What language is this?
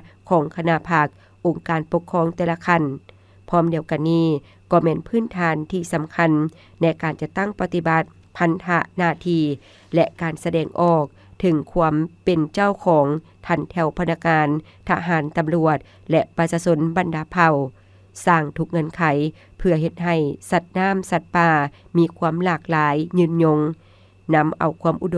Lao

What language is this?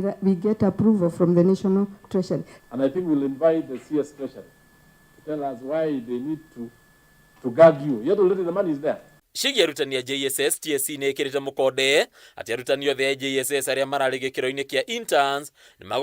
Kikuyu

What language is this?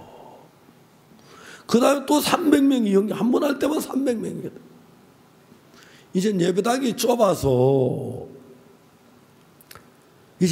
Korean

